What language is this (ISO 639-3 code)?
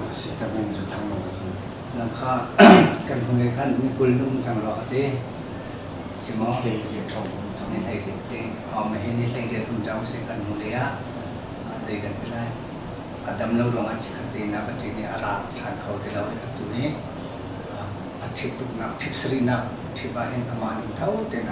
cnh